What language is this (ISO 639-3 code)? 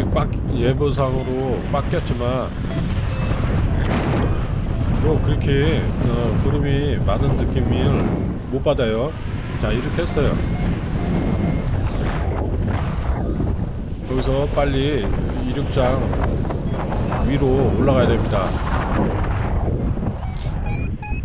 kor